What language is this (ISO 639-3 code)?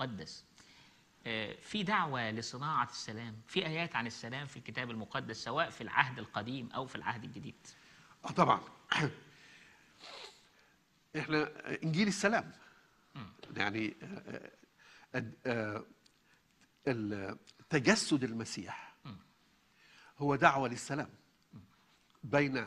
arz